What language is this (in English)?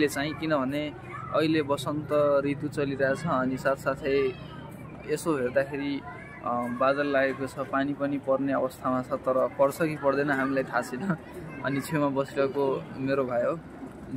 Nepali